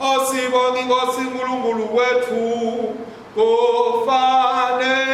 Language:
Swati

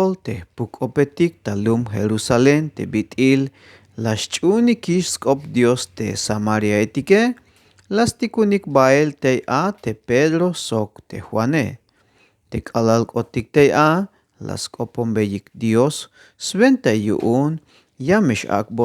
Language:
Tzeltal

